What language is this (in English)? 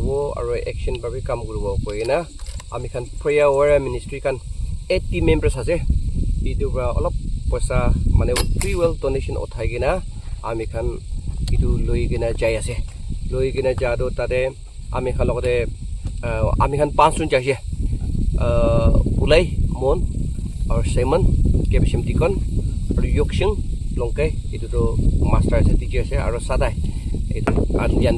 Naga Pidgin